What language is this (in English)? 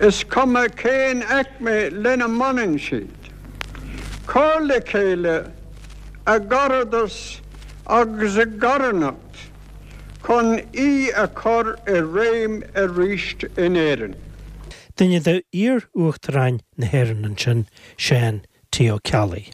Irish